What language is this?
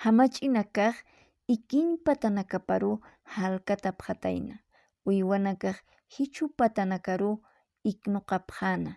Aymara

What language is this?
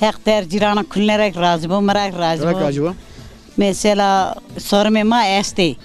Zaza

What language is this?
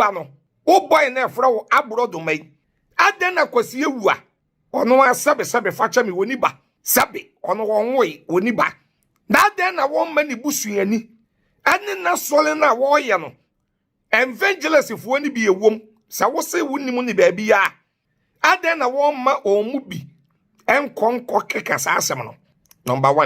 Akan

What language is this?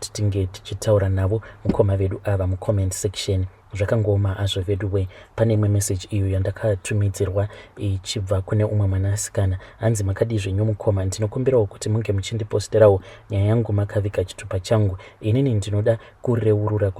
Shona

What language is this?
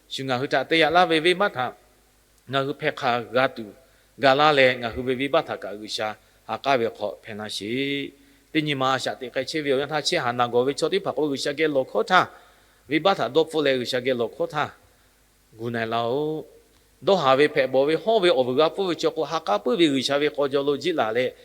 Lahu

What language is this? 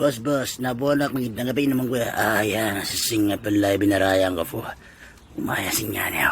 Itawit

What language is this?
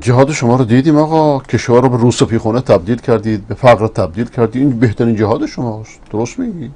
Persian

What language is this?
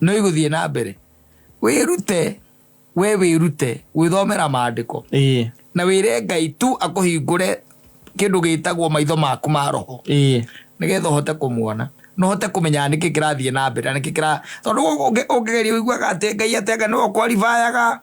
Kikuyu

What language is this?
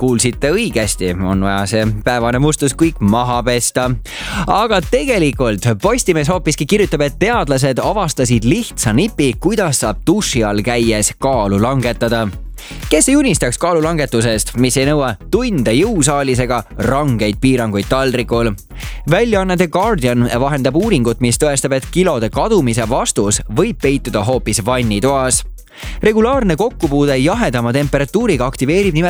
Estonian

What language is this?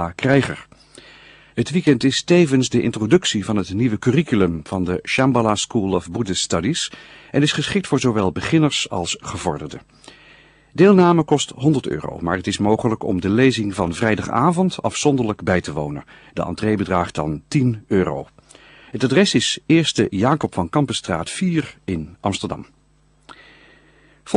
Dutch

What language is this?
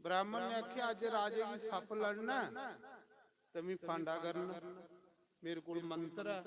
Dogri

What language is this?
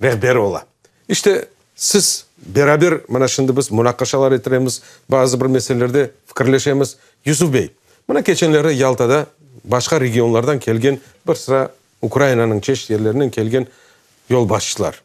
Crimean Tatar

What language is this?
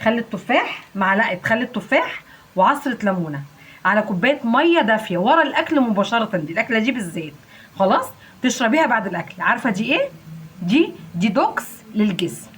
Egyptian Arabic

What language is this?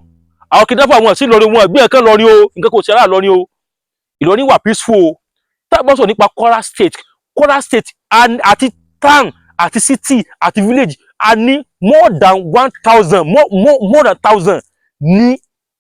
Yoruba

